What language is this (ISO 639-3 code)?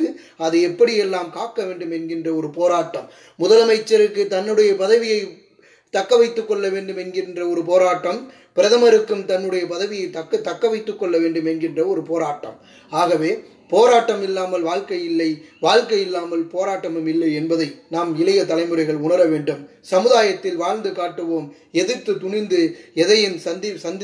tam